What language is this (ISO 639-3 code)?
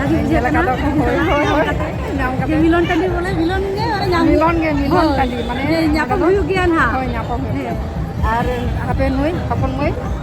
sat